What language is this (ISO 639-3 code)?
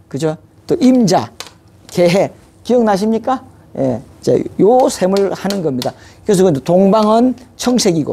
kor